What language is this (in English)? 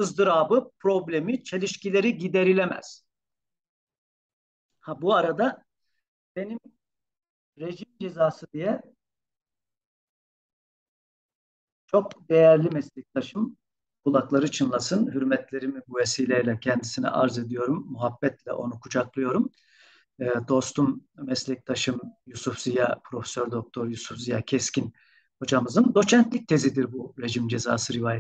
Turkish